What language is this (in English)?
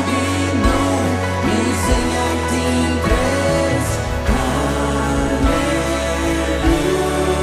Plautdietsch